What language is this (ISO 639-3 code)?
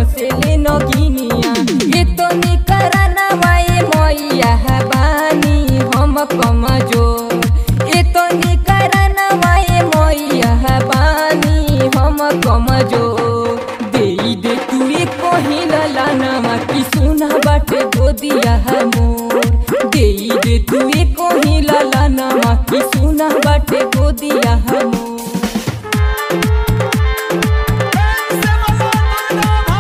bho